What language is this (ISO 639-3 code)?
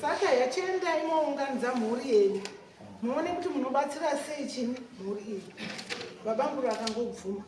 sna